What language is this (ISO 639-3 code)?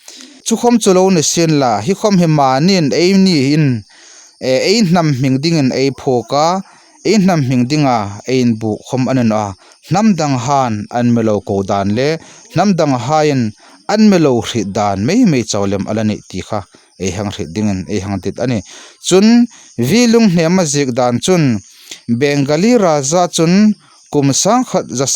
hmr